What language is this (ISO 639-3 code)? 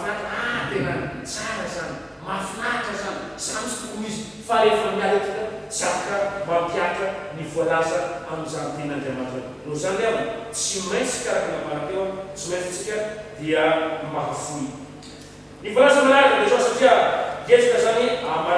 mlg